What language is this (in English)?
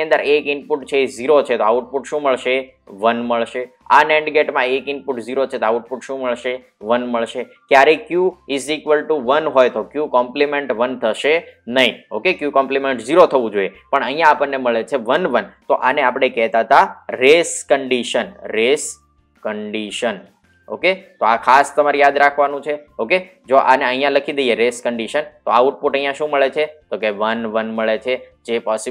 Gujarati